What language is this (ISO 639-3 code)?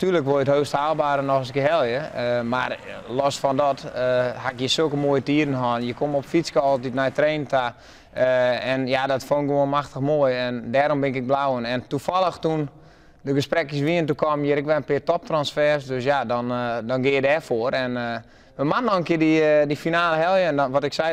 fry